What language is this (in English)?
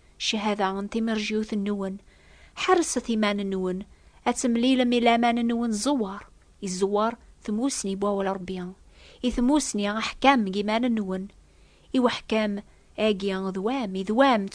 Kabyle